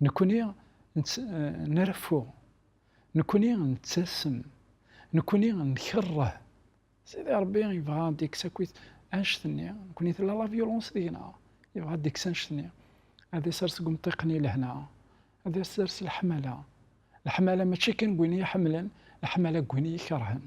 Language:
Kabyle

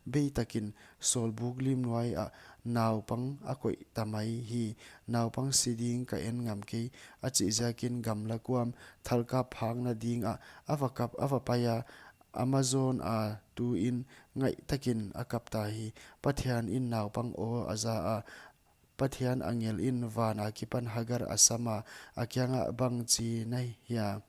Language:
Paite Chin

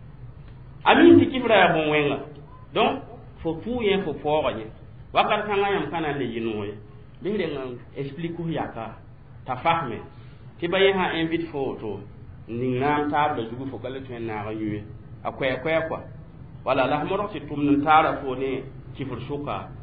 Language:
Mossi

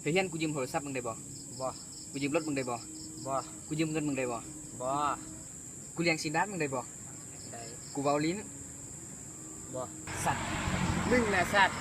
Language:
Lao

